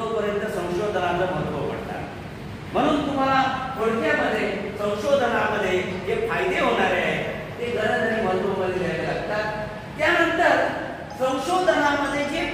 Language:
Marathi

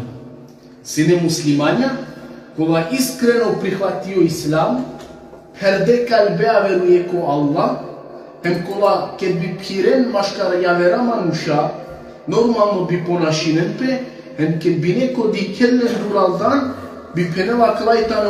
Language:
Balkan Romani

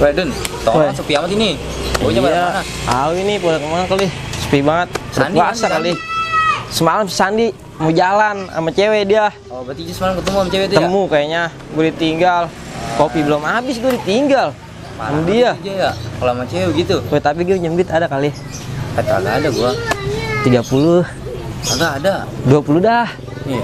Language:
Betawi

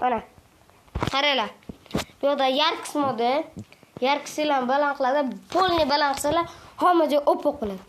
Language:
Uzbek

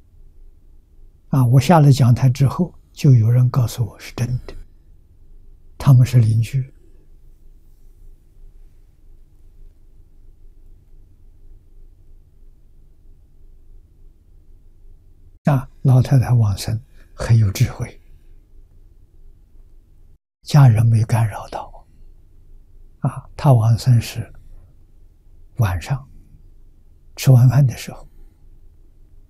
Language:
Chinese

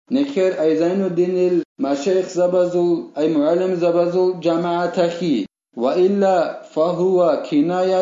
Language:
Avaric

